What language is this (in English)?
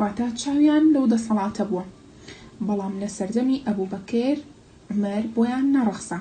Central Kurdish